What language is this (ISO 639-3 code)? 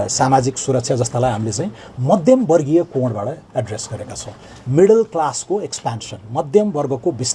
nep